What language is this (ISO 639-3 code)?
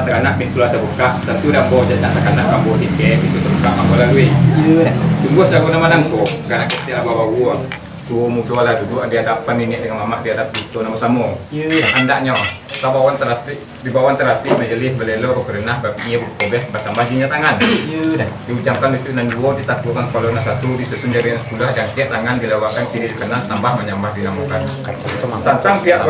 min